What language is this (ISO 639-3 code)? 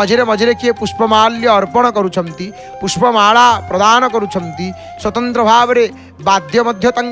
ori